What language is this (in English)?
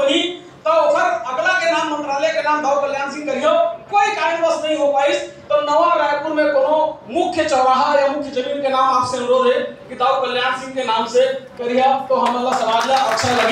Chhattisgarhi